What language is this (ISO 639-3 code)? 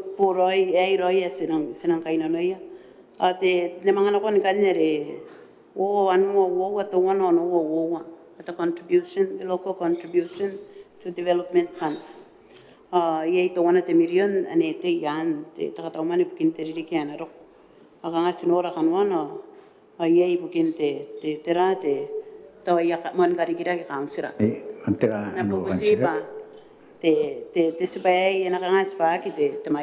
gil